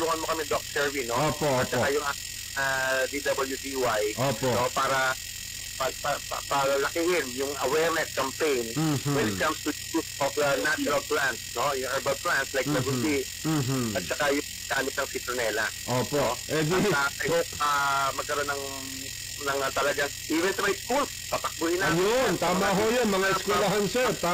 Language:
Filipino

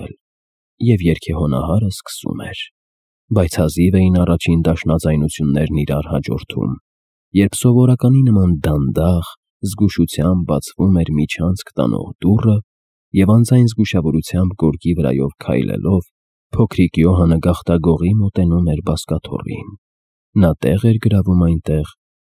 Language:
Armenian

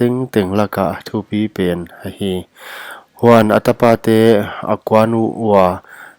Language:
Paite Chin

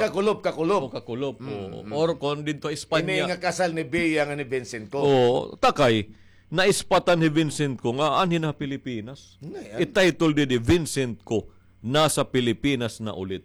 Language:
Waray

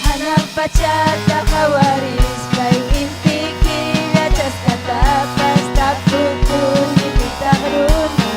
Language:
Ayacucho Quechua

